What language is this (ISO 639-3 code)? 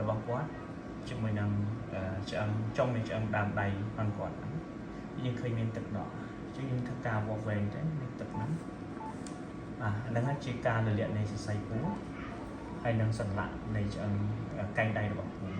khm